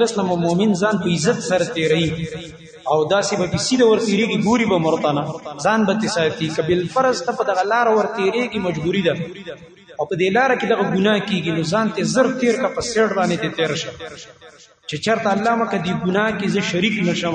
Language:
Pashto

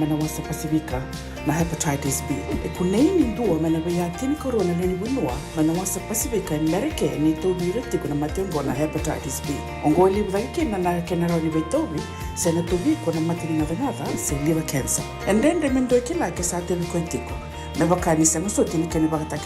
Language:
Fijian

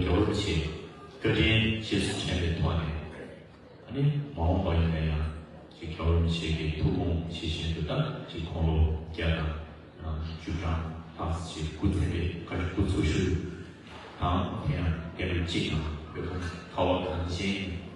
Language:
Tibetan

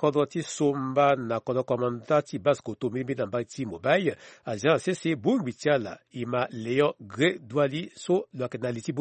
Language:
Sango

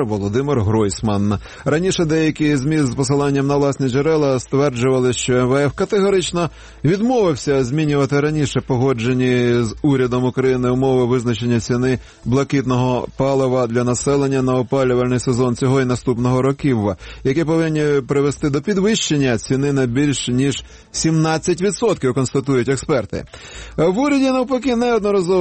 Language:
Ukrainian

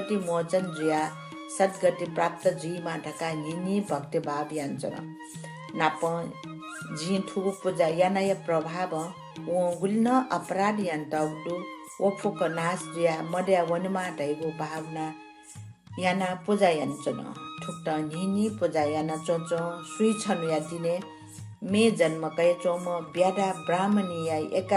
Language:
Newari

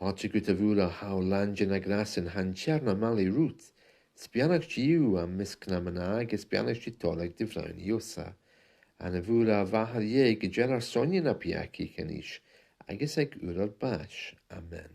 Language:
Scottish Gaelic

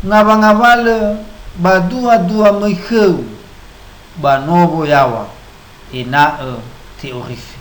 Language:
Nias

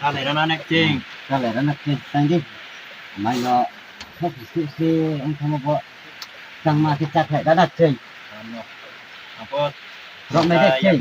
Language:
Riang (India)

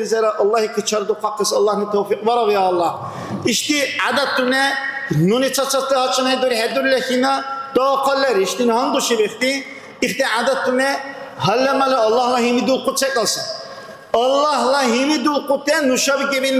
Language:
Dargwa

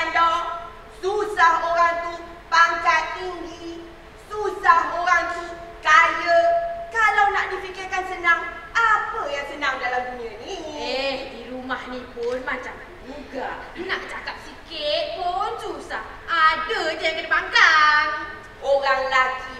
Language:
Malay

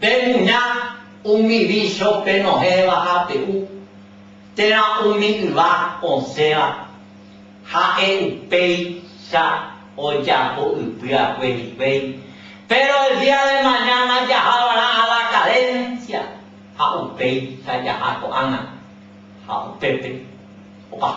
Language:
Guarani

